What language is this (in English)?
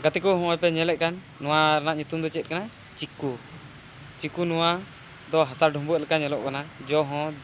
Santali